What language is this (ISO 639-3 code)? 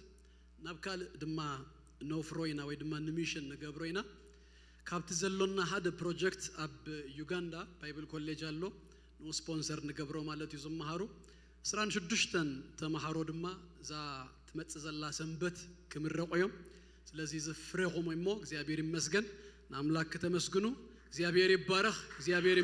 tir